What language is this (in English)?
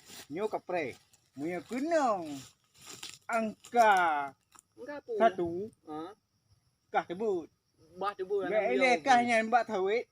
Achinese